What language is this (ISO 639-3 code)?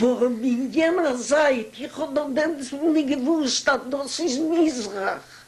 yid